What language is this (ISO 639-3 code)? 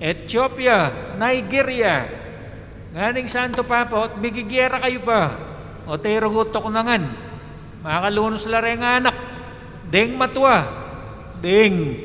pam